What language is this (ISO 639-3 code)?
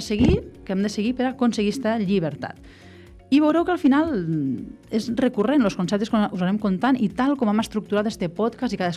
cat